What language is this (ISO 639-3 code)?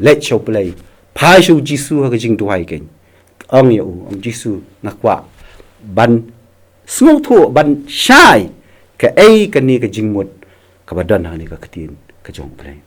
kha